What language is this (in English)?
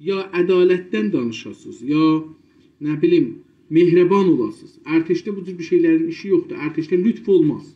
South Azerbaijani